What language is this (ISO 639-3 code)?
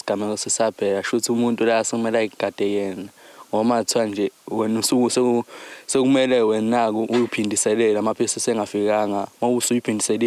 zul